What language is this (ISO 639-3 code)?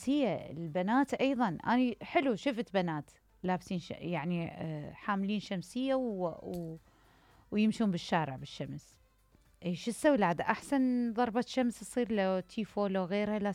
acm